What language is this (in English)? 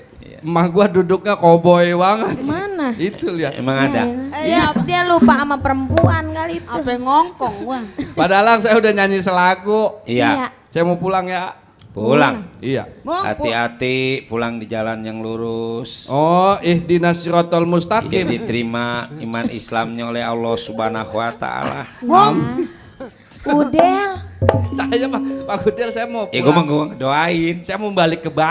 Betawi